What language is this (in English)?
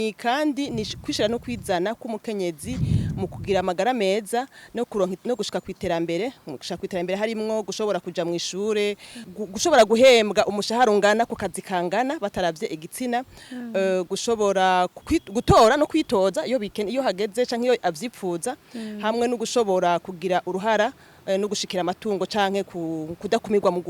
Rundi